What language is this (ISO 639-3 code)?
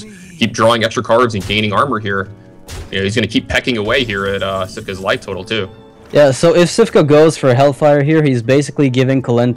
eng